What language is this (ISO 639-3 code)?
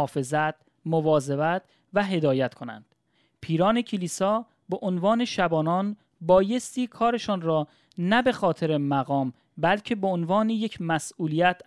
fas